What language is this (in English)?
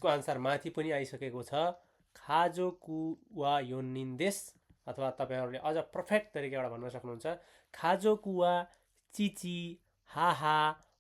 Nepali